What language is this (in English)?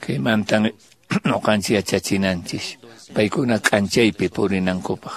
Quechua